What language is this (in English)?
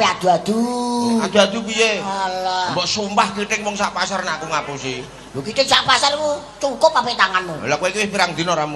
Javanese